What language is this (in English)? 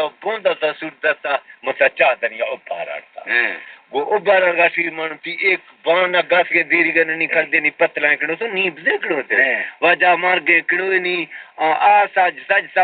Baluchi